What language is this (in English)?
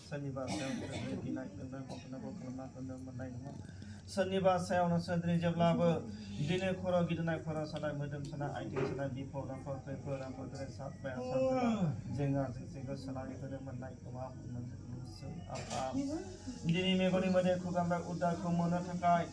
Bodo